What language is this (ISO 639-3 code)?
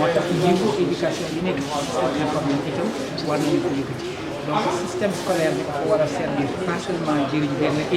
wol